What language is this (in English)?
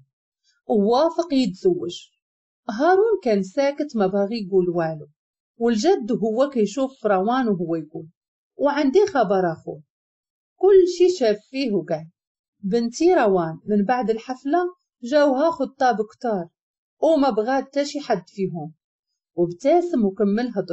Moroccan Arabic